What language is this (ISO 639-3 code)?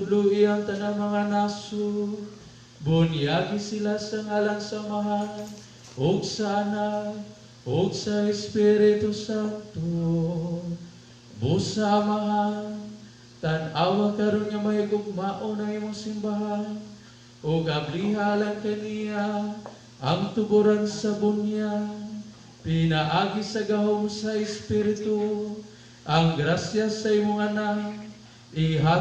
ceb